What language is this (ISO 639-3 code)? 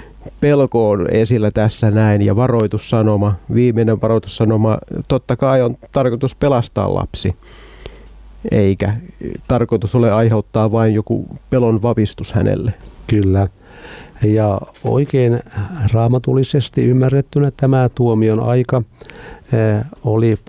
fin